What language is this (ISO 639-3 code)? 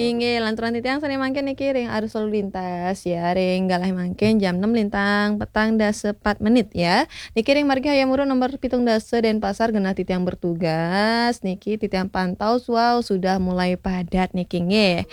ban